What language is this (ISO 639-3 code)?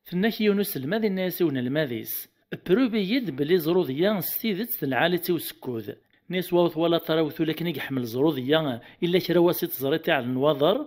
kab